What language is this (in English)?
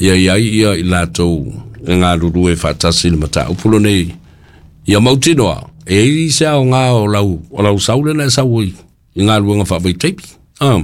Samoan